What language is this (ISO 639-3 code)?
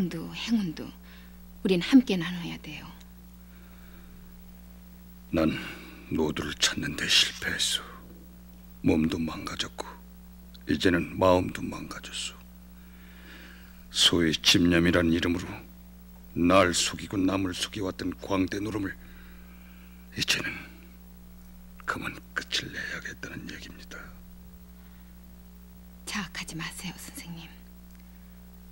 kor